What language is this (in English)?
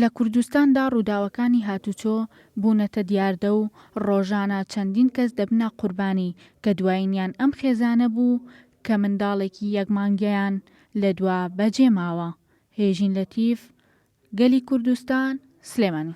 Central Kurdish